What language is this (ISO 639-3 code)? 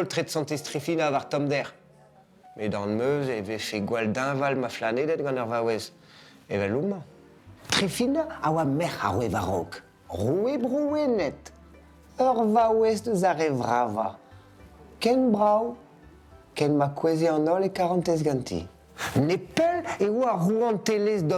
bre